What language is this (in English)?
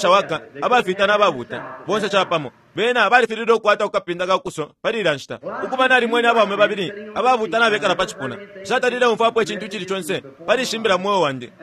Bemba